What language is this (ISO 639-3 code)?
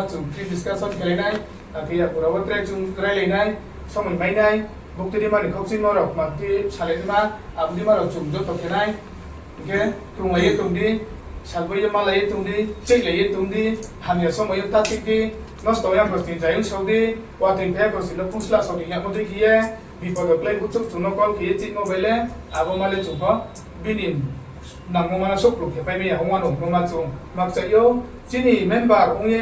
ria